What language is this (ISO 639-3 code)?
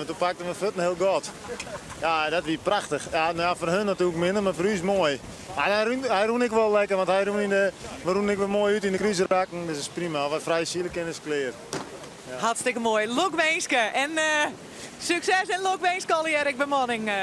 fry